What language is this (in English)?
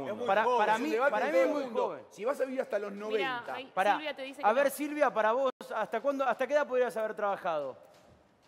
Spanish